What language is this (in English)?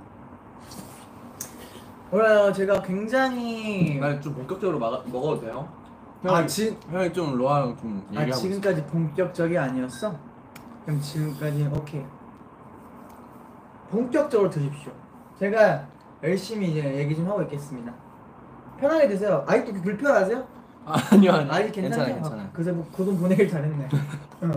Korean